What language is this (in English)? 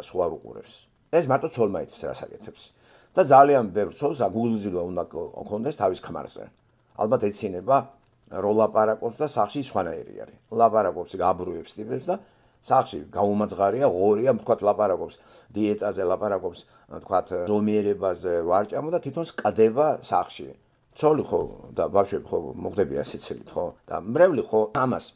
Georgian